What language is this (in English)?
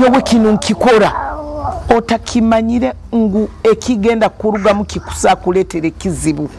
Nyoro